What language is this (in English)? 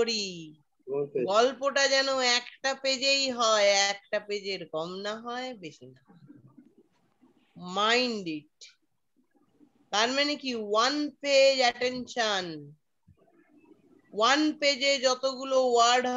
Bangla